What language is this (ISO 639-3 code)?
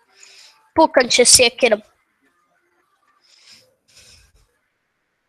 hrv